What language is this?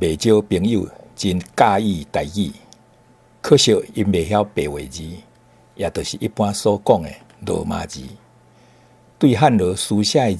Min Nan Chinese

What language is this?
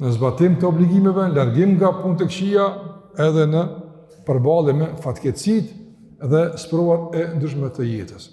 Albanian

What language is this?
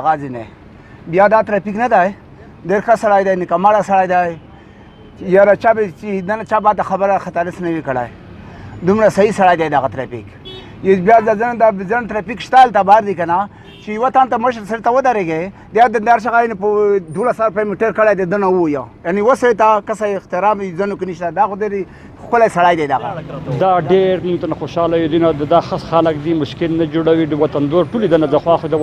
Pashto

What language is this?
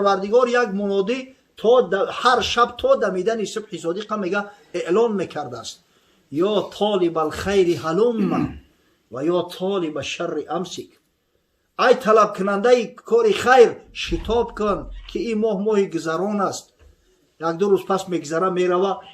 Tajik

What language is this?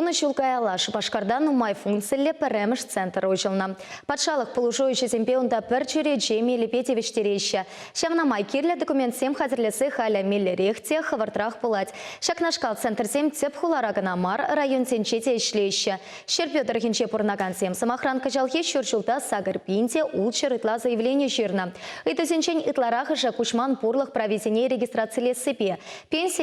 Chuvash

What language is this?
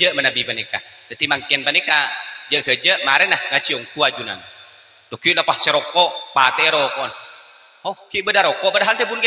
Madurese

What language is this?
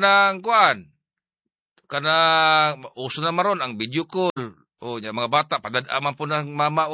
Cebuano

